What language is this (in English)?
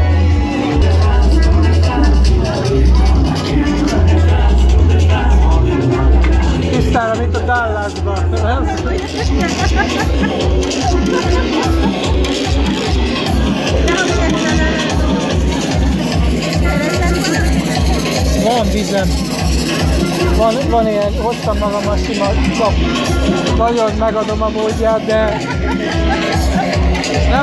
Hungarian